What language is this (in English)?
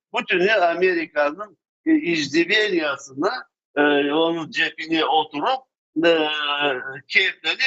Crimean Tatar